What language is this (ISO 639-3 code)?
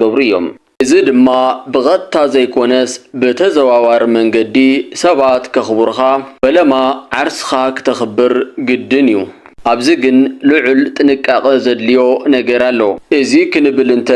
tir